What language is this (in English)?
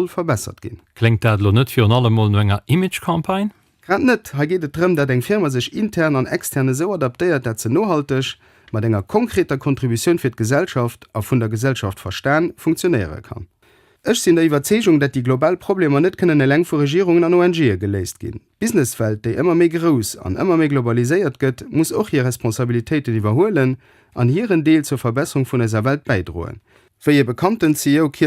Luxembourgish